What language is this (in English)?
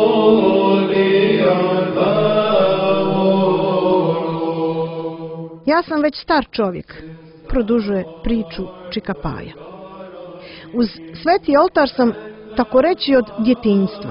Croatian